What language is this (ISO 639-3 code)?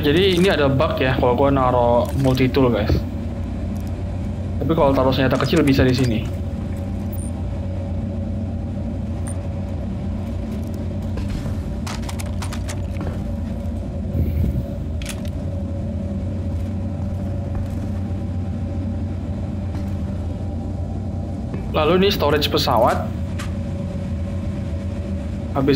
ind